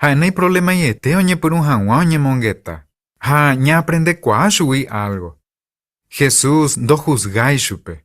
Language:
Guarani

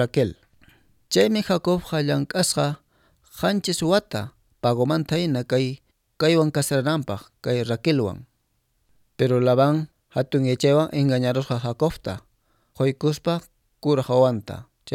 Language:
Quechua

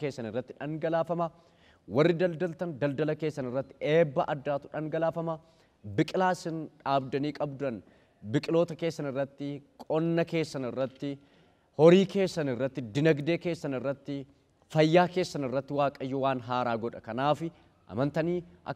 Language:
Oromo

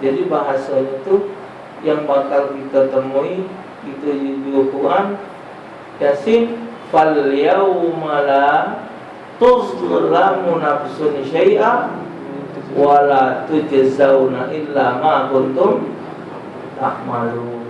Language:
Musi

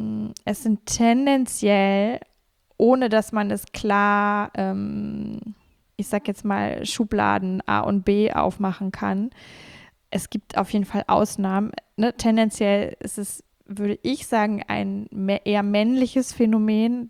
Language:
German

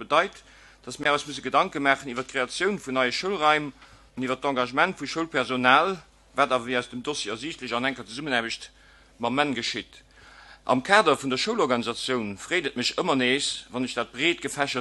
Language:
Luxembourgish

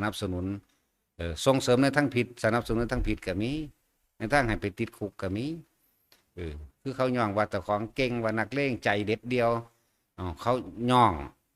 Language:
Northeastern Thai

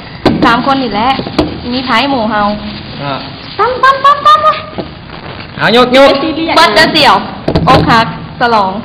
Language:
Lao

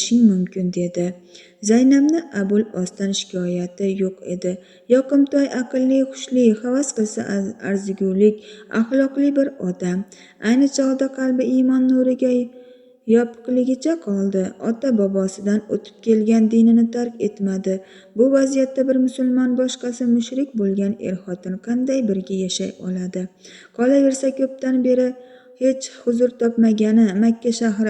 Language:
Uzbek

